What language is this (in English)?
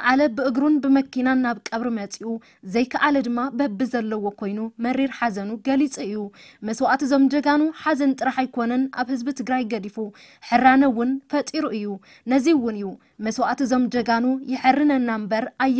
Tigrinya